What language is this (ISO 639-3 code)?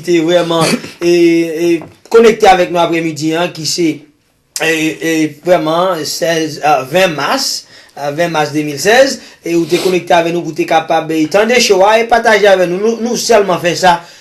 hat